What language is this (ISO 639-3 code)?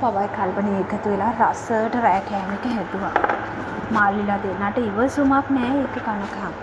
sin